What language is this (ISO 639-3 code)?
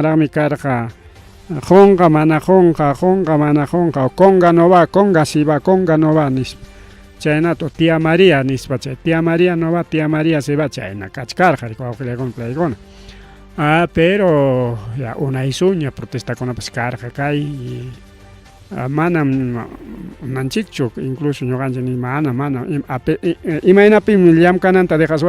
quy